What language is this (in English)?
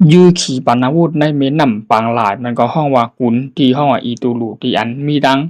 Shan